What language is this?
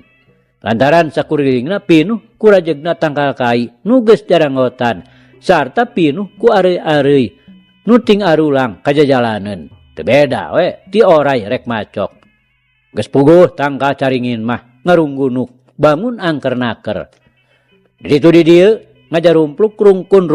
Sundanese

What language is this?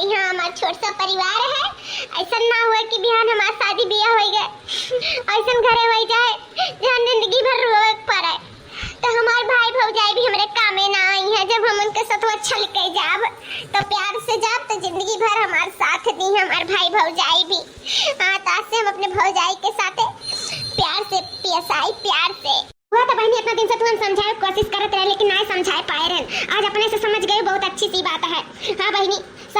Awadhi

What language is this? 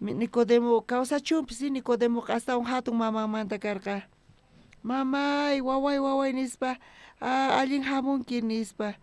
South Bolivian Quechua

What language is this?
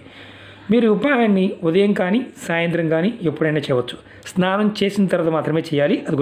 Telugu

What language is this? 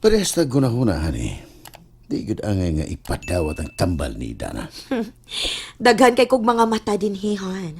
Cebuano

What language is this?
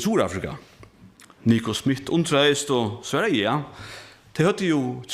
Faroese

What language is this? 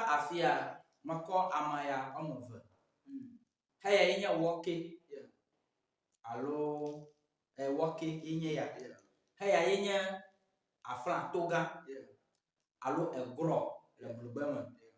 Ewe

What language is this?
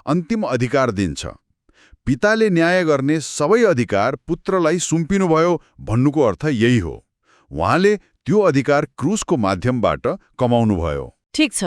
Nepali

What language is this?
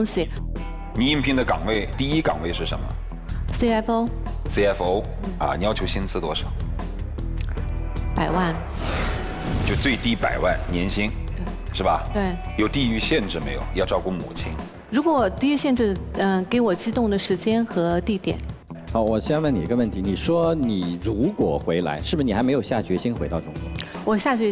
Chinese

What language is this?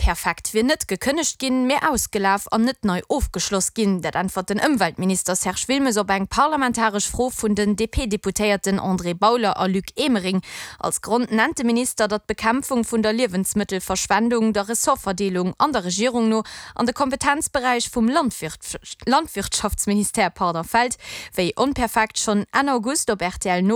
Luxembourgish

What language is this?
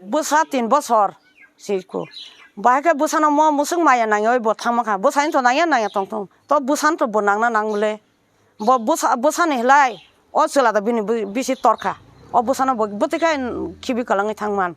Kok Borok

